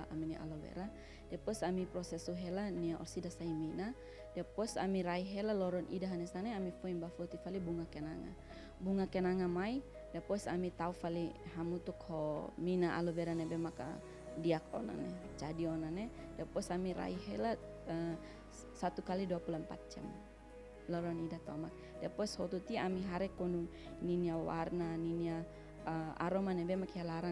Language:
Tetum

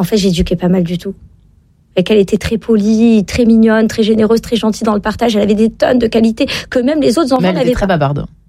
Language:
French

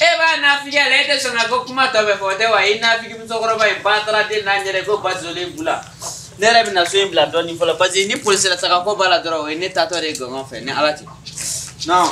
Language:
Bambara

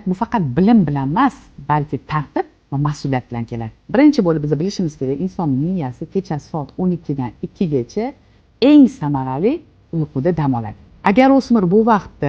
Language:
Uzbek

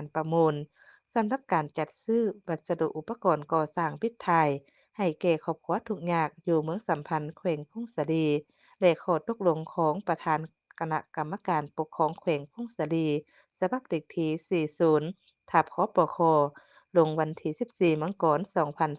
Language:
Lao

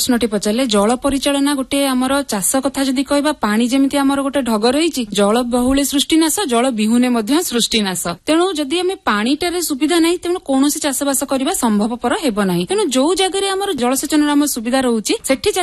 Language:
Odia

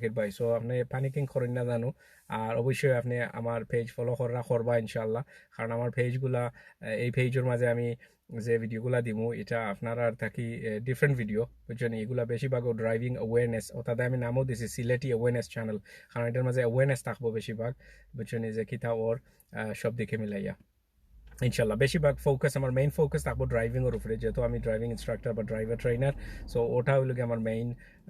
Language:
Sylheti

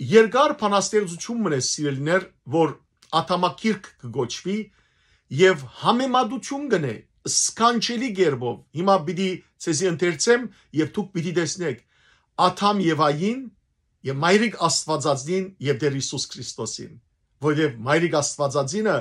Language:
Western Armenian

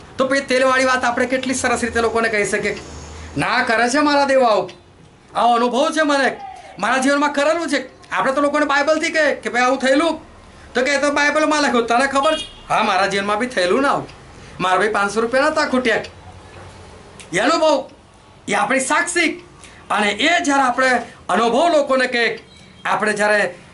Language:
Gujarati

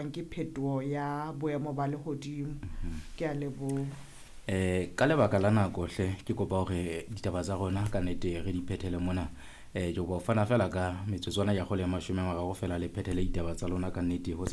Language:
Southern Sotho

